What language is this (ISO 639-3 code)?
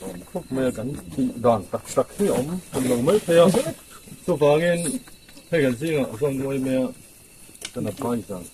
hmr